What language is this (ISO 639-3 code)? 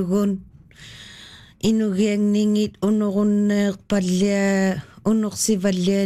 fil